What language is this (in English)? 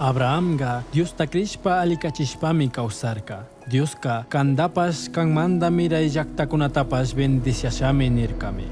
Chimborazo Highland Quichua